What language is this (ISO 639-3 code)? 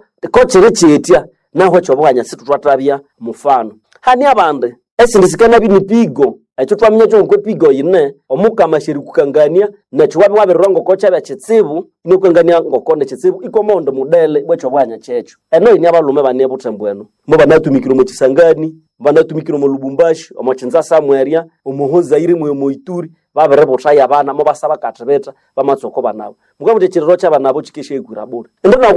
nnb